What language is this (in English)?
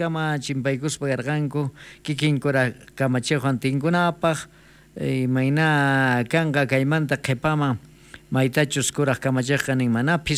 South Bolivian Quechua